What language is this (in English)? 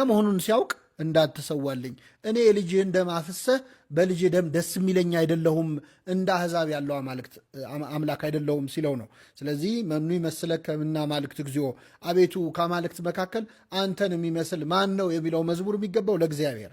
Amharic